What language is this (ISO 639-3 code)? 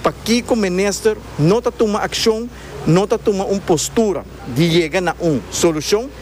pap